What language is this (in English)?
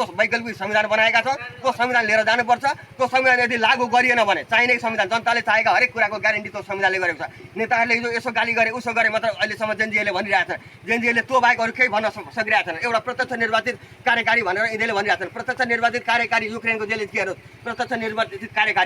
Nepali